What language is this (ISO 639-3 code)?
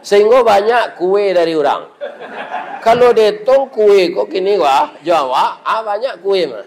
min